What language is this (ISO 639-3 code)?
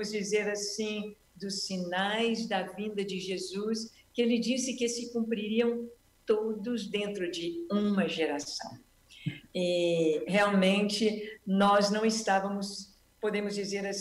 por